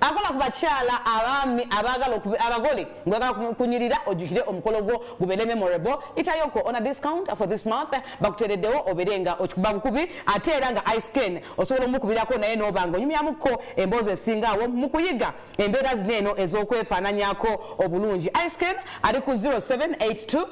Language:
Ganda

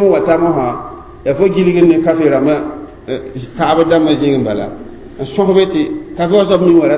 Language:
Mossi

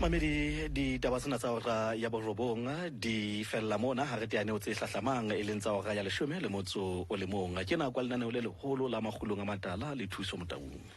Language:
Southern Sotho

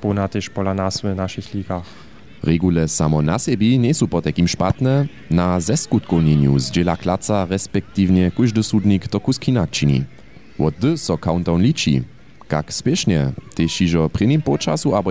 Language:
Upper Sorbian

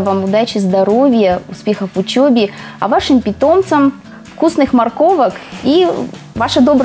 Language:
Russian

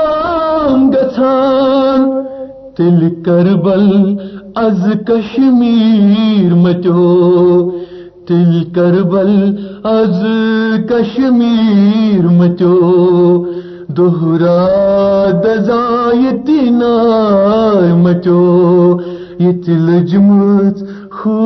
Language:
Kashmiri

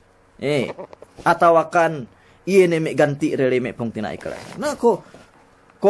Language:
Yakan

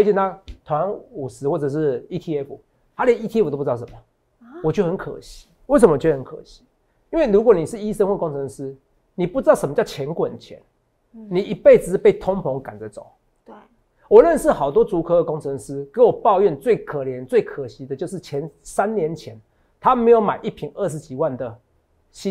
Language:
Chinese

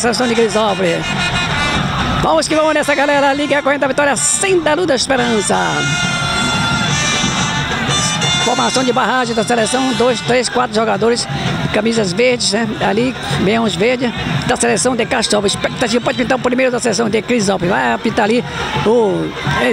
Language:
Portuguese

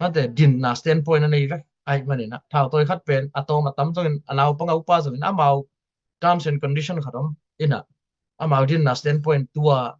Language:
Tedim Chin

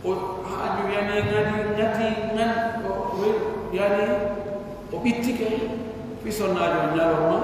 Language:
Pular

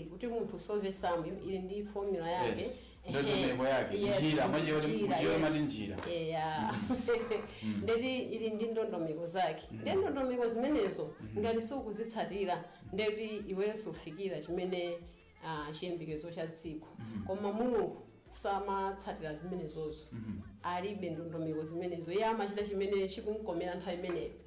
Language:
Nyanja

